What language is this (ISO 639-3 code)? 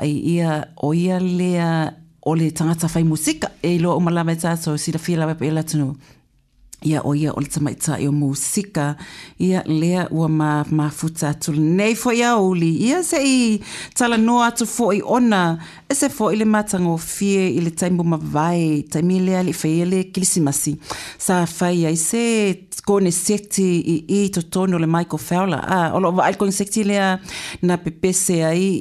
smo